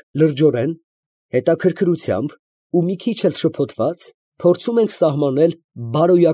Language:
Armenian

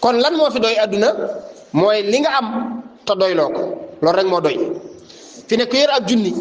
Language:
Wolof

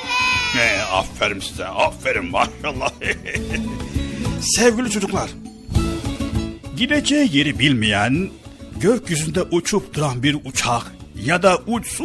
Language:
Turkish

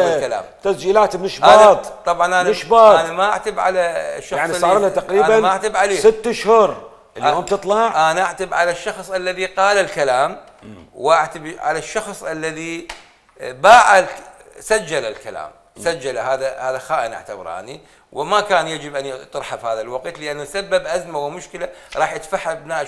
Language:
Mesopotamian Arabic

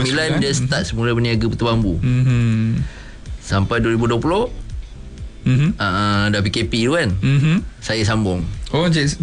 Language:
Malay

